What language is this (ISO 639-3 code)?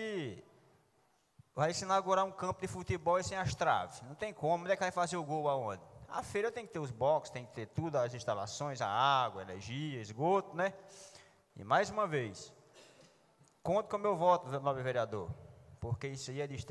por